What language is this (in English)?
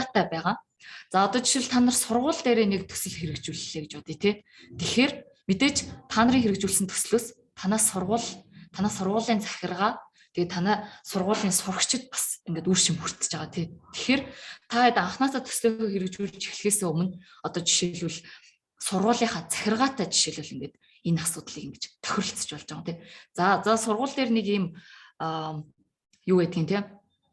Mongolian